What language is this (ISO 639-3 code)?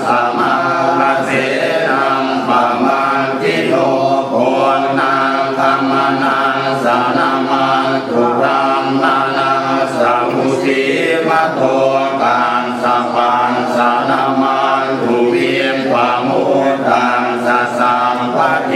pli